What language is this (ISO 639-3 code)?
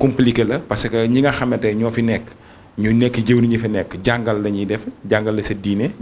wol